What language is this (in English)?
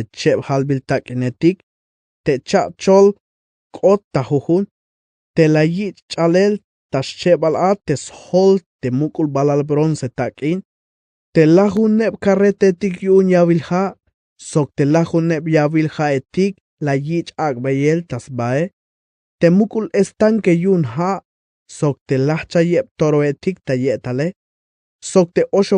Tzeltal